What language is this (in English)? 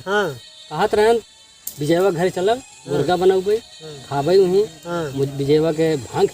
Awadhi